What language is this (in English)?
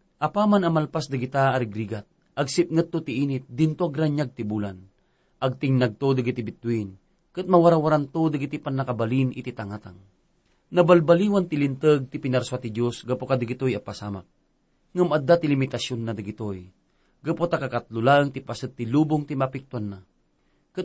Iloko